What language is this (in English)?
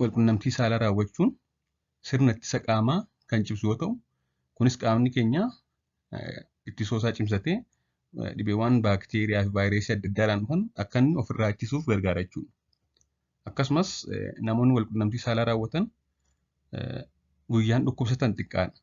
Oromo